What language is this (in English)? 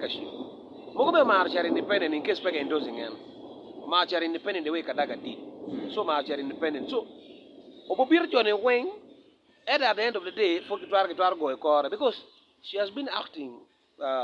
Acoli